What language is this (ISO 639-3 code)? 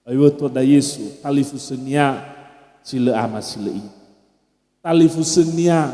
nia